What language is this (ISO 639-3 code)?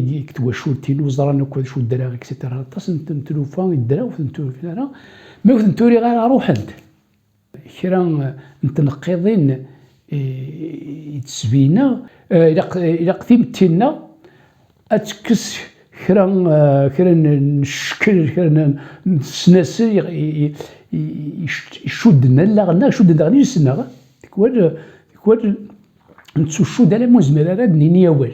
kab